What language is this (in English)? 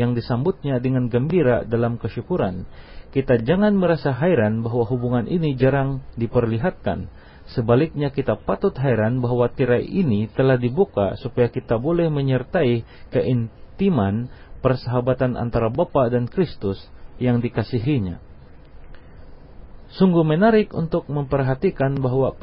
Indonesian